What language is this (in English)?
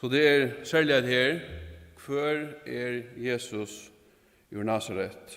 Faroese